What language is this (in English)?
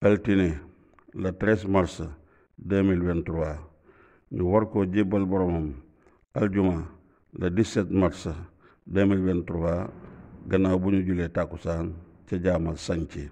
Wolof